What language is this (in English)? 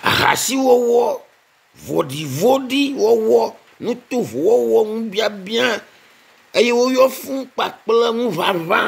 Ewe